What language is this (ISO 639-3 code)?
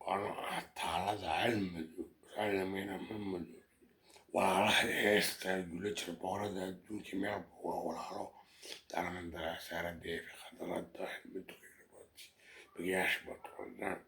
som